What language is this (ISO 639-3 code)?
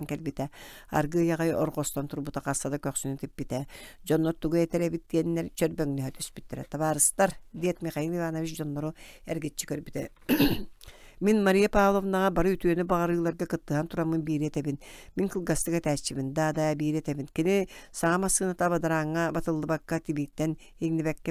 sah